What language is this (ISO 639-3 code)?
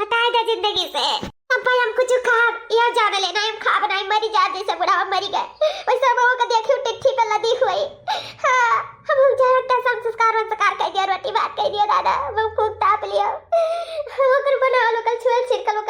awa